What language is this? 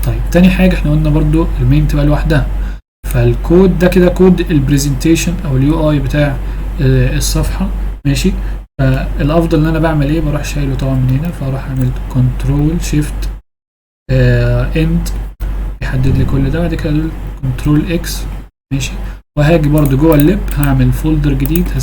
Egyptian Arabic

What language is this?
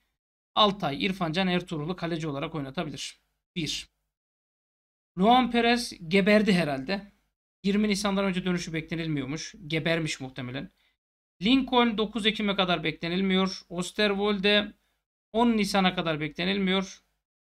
Turkish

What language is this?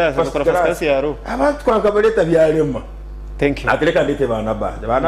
Nyankole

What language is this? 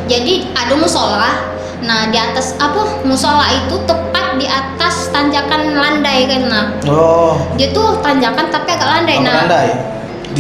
Musi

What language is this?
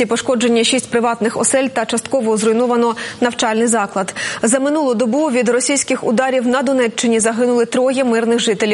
Ukrainian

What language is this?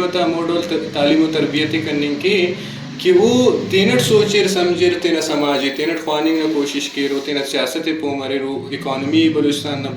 Brahui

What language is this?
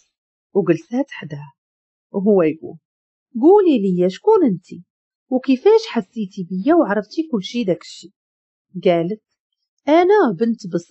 Moroccan Arabic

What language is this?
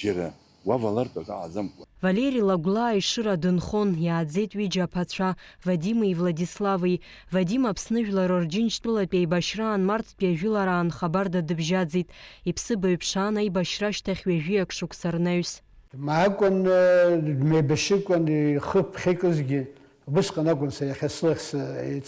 Abkhazian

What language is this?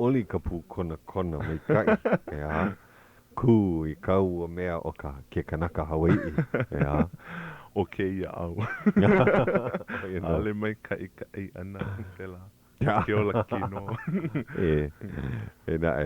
Hawaiian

